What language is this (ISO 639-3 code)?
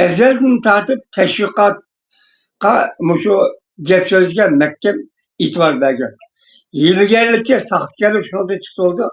uig